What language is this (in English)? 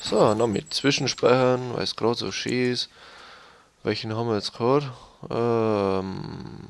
Bavarian